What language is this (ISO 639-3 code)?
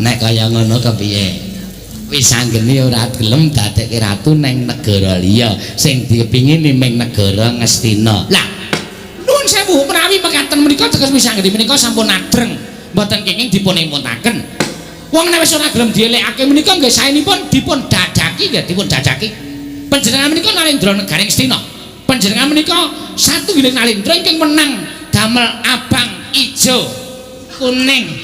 jav